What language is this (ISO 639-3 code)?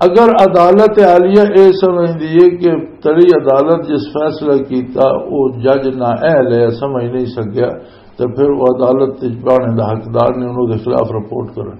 lah